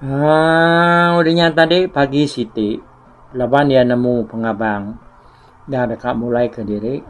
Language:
Iban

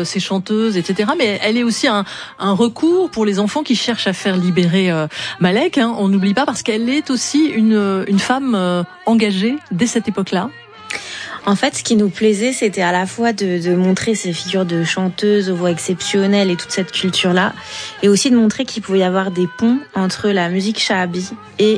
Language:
French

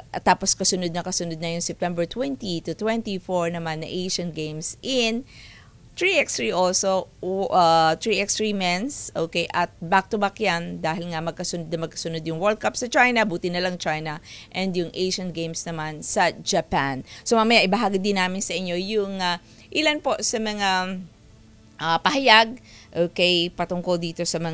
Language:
Filipino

